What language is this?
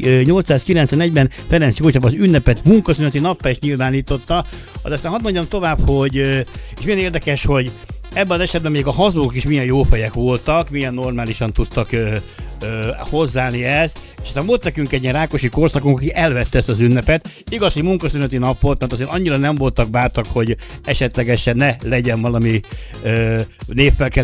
Hungarian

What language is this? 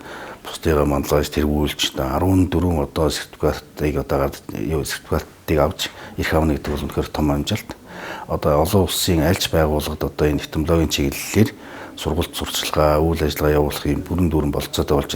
Mongolian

